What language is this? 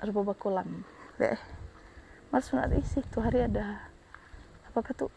Manado Malay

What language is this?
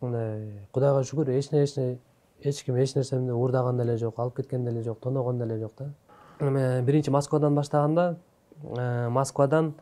Kyrgyz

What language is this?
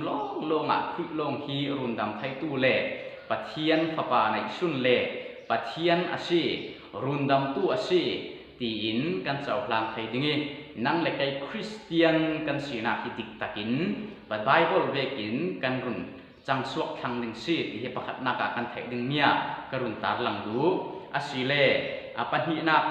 Falam Chin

